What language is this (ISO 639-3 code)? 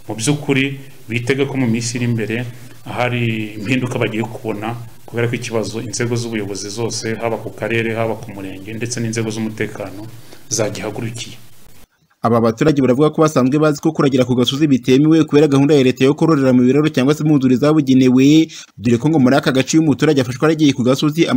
kin